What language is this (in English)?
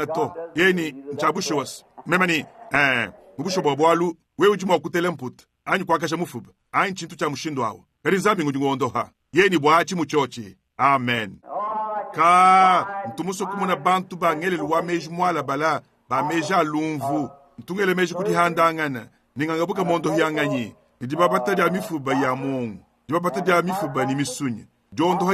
Luba-Lulua